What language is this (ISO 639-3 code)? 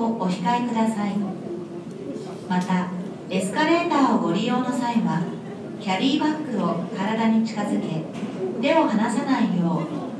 jpn